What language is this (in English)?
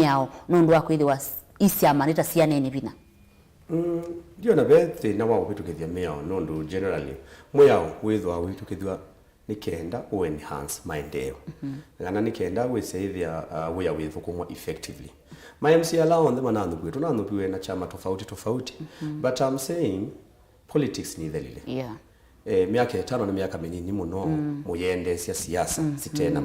Kamba